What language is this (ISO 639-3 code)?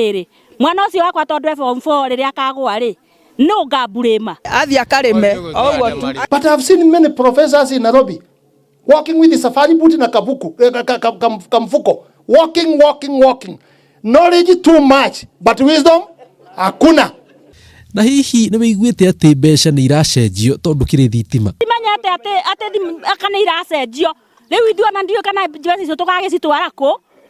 kik